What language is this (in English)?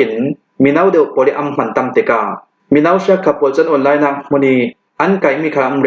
Hakha Chin